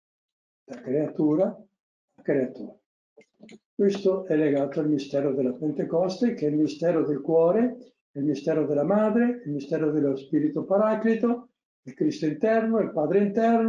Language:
Italian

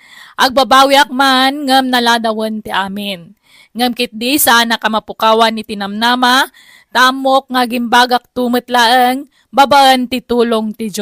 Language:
Iloko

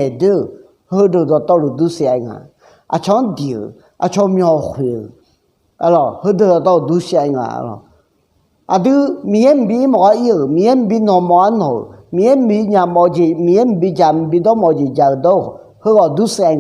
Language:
Akha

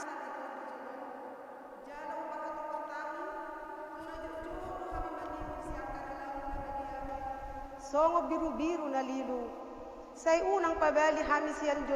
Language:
Batak Toba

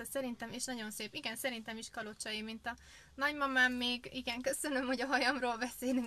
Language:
Hungarian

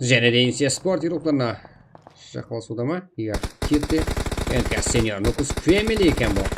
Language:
Kara-Kalpak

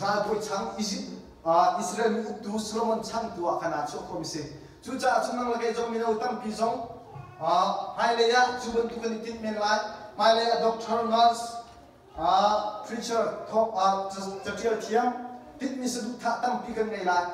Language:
Hakha Chin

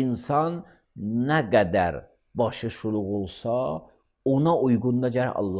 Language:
Azerbaijani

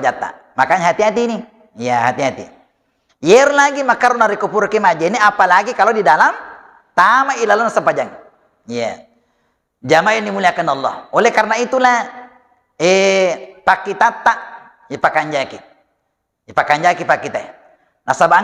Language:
Buginese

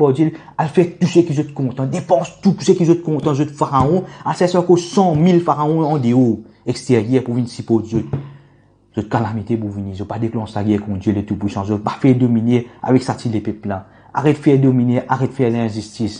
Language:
Morisyen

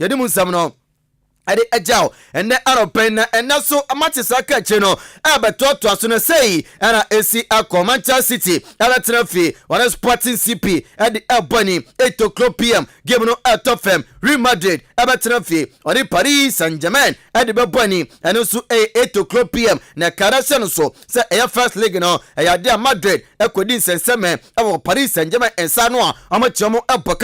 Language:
Akan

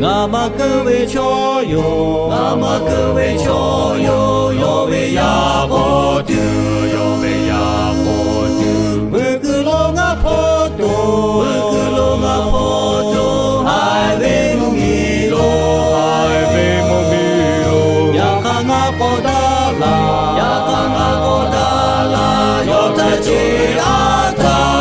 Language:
Lahu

